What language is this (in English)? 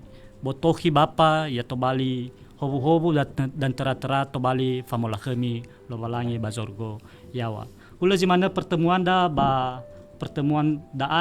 Nias